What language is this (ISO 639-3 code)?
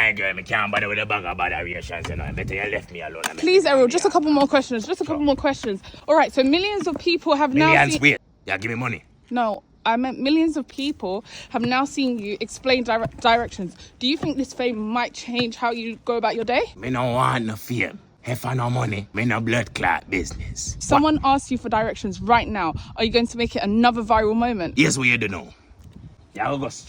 jam